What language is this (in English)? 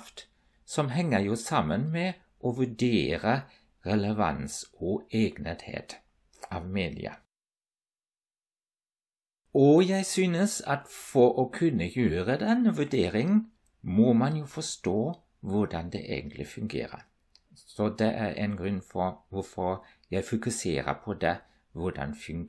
Norwegian